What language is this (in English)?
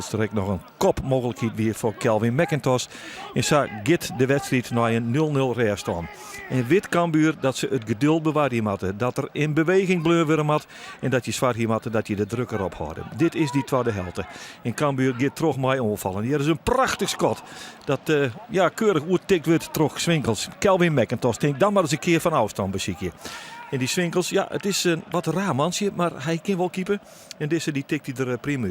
Western Frisian